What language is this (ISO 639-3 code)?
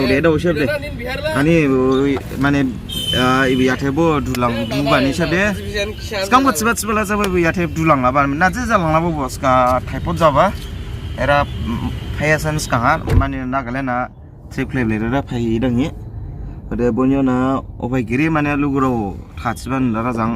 dis